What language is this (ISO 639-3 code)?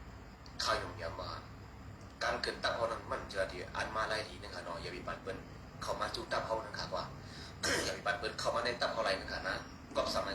shn